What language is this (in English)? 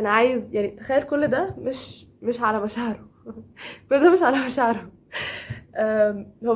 Egyptian Arabic